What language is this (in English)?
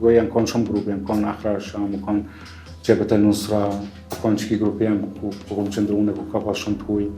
Albanian